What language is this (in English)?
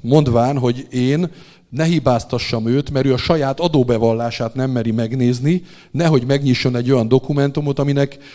Hungarian